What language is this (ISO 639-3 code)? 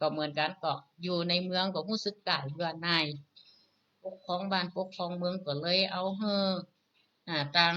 nod